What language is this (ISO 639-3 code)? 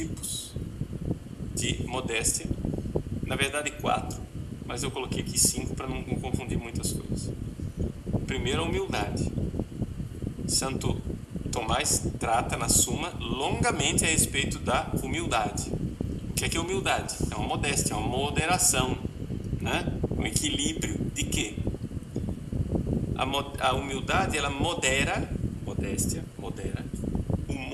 por